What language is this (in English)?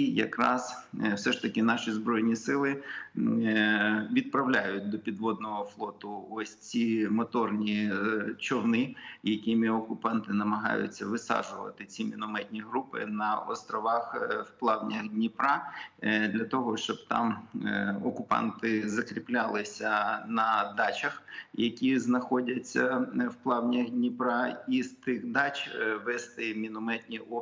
Ukrainian